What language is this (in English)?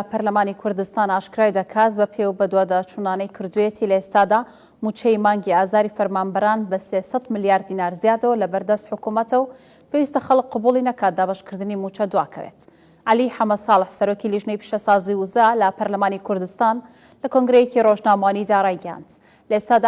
Central Kurdish